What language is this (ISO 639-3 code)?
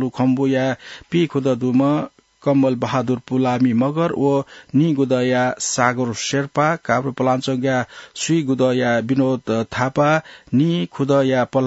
new